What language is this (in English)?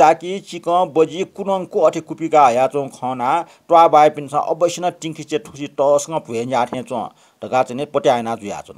Newari